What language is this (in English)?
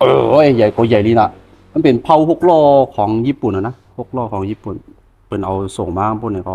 Shan